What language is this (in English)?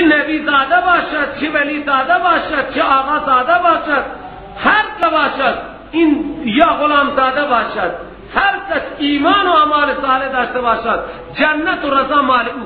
Persian